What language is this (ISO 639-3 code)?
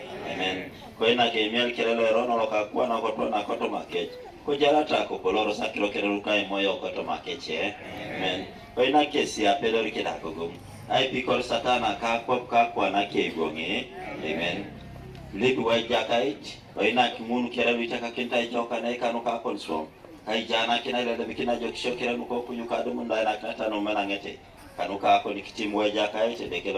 teo